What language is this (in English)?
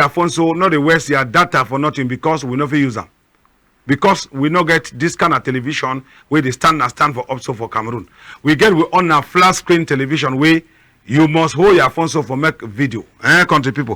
Cameroon Pidgin